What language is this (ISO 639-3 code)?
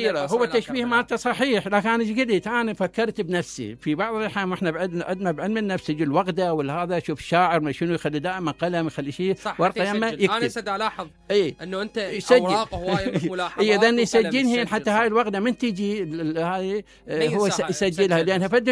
acm